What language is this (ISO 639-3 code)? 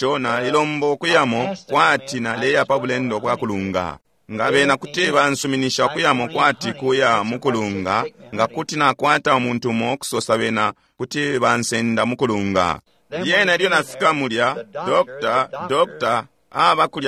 bem